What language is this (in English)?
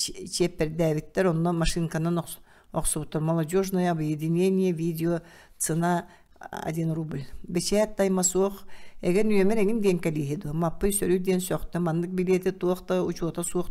Yakut